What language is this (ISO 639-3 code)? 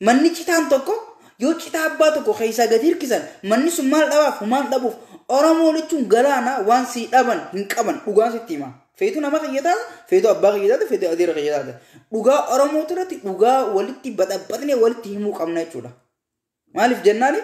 orm